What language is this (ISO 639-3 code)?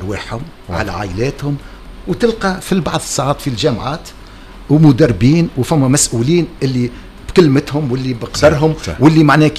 aeb